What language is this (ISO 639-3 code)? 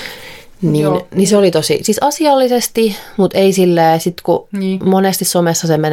fin